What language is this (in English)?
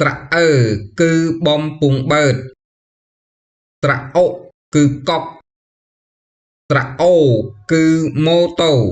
Khmer